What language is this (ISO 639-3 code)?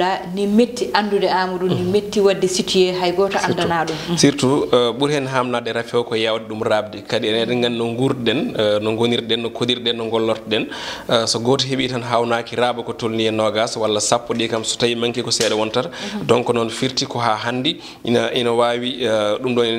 ful